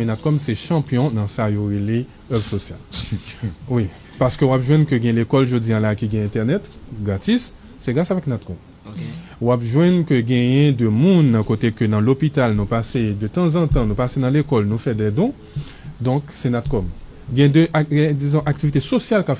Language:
Haitian Creole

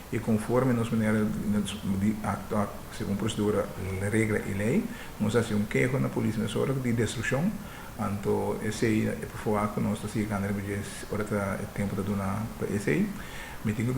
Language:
Papiamento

